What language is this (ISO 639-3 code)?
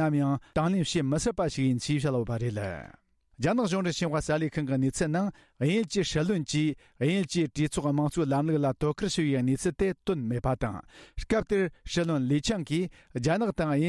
bod